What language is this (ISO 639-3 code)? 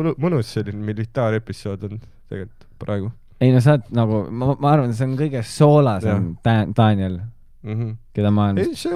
est